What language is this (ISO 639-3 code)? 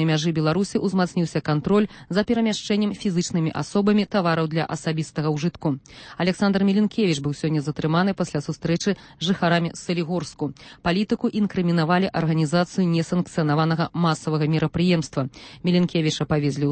bel